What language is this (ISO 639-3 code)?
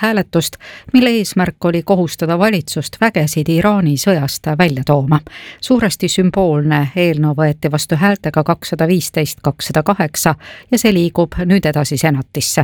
est